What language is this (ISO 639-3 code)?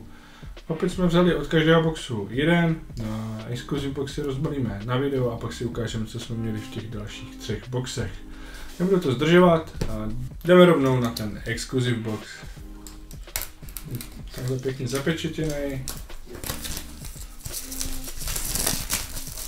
ces